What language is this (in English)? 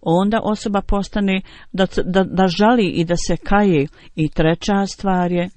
Bosnian